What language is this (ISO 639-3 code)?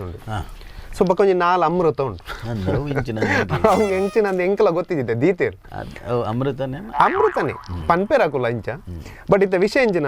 tcy